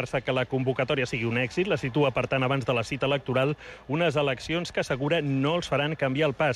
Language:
Catalan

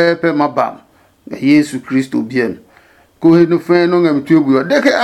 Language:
Adangme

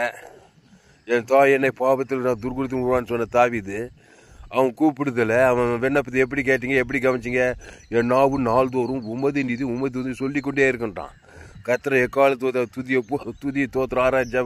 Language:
Tamil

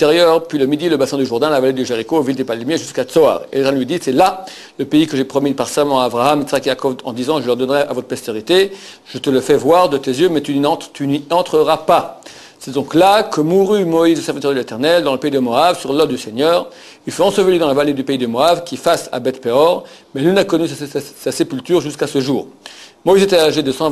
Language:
French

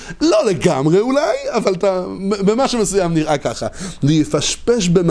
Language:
Hebrew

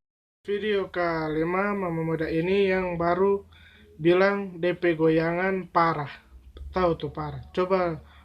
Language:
Manado Malay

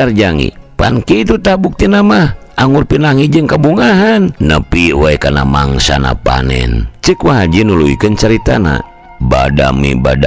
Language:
Sundanese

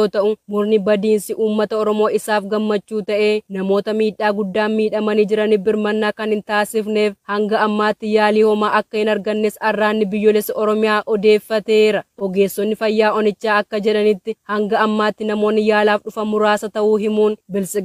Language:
Oromo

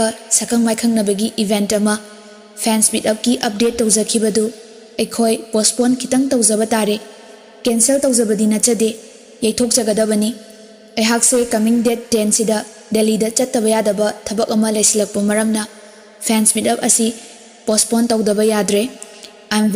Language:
Manipuri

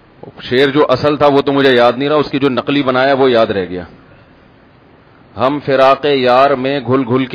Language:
Urdu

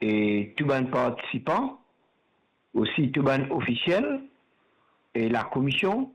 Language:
Morisyen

